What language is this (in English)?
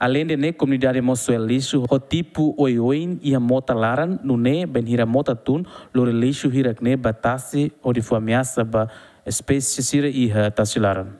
Tetum